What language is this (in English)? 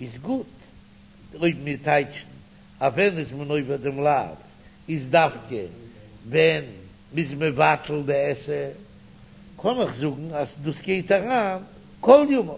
Yiddish